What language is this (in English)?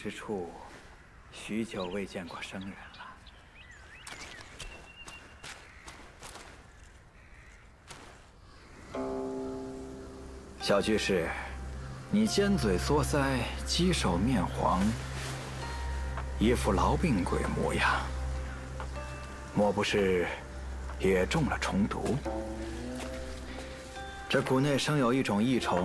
Chinese